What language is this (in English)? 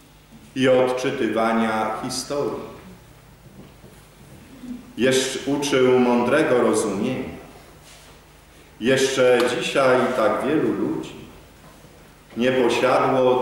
Polish